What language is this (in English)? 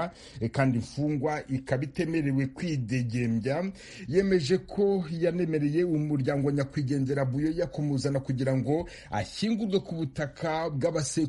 Kinyarwanda